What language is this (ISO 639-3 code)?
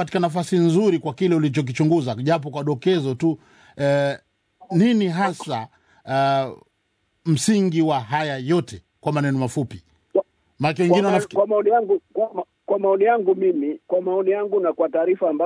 swa